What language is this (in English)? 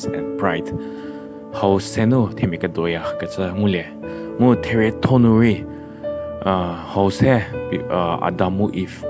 Angami Naga